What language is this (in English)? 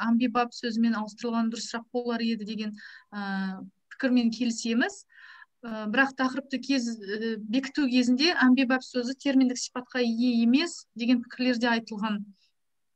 Kazakh